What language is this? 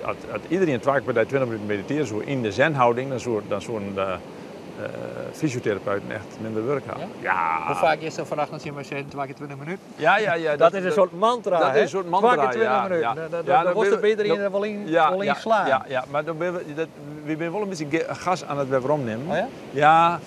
Western Frisian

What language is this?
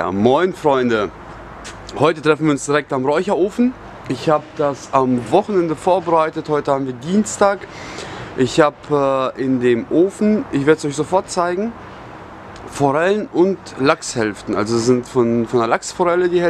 German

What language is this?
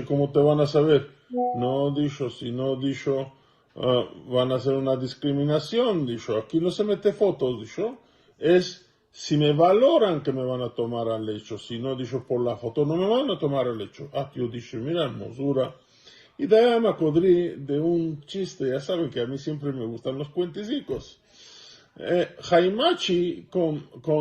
Ladino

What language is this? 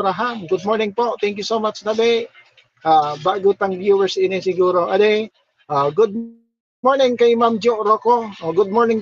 Bikol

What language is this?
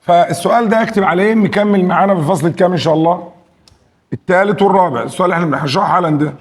Egyptian Arabic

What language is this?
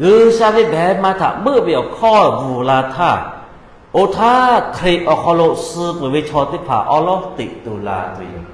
Lahu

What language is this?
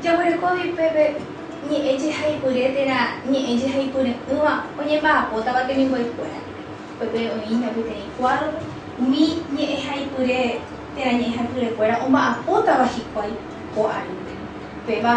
Guarani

